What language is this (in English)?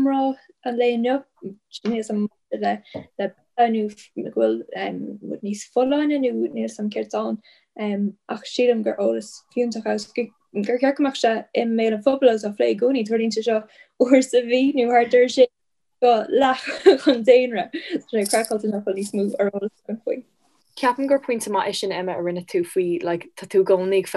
Irish